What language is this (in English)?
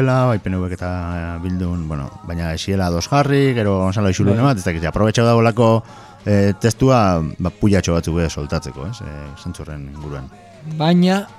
Basque